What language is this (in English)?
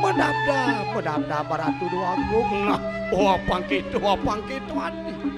Balinese